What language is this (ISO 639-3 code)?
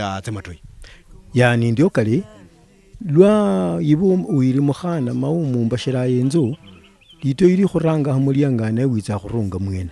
luy